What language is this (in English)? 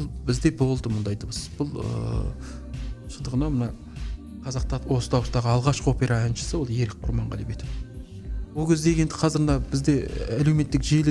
Kazakh